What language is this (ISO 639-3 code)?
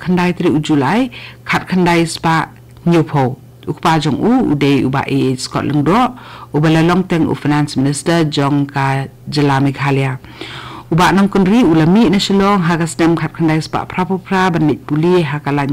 kha